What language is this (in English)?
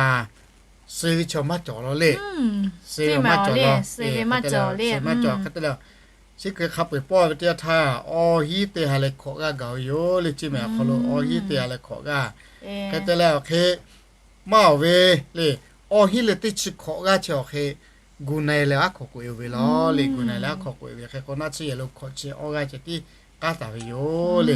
Lahu